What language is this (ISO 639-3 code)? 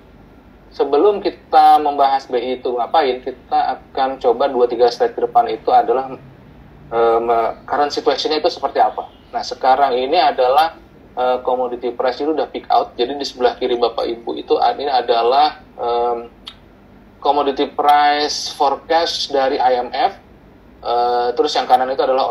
ind